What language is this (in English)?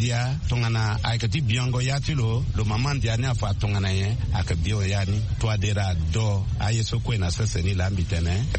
Sango